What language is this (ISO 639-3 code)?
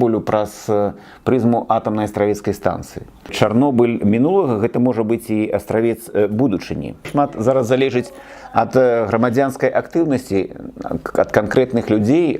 bel